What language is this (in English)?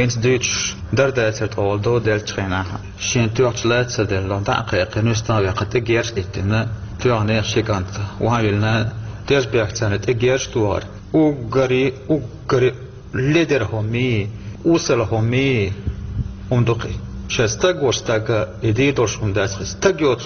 Chechen